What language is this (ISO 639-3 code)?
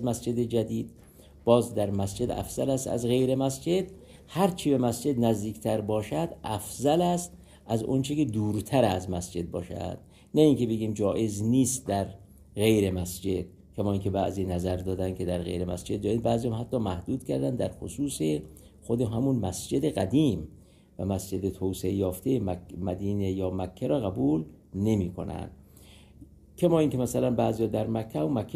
fas